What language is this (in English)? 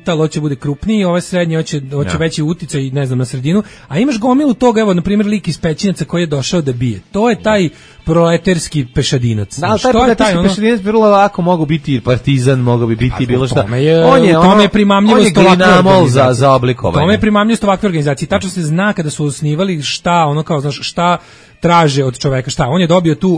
Serbian